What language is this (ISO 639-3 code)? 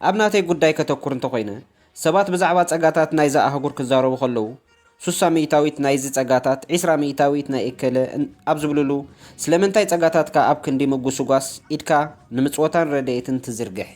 tir